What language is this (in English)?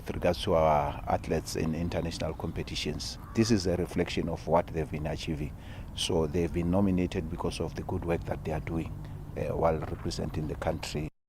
Tswana